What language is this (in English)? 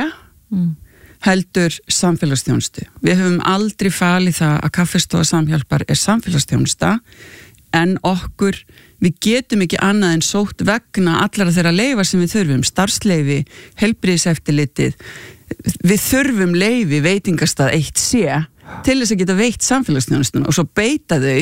Icelandic